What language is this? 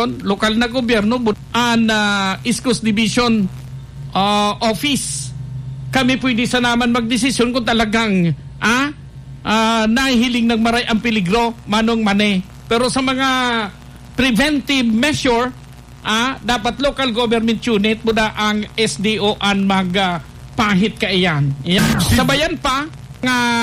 Bikol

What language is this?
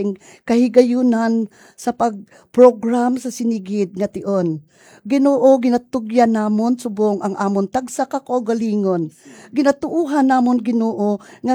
Hiligaynon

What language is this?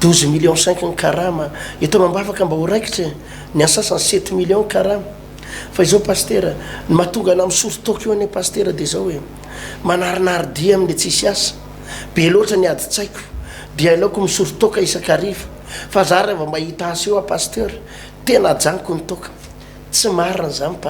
Malagasy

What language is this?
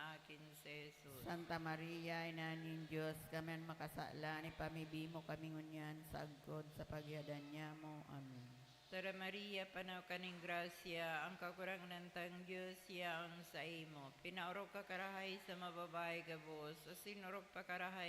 Bikol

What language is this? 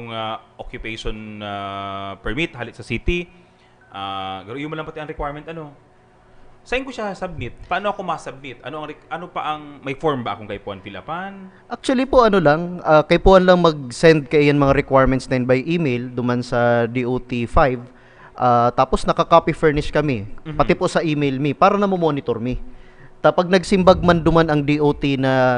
Bikol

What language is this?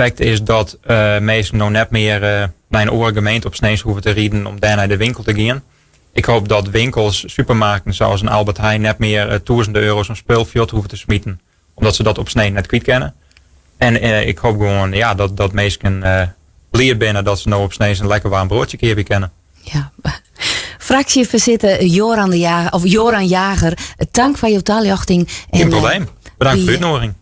Western Frisian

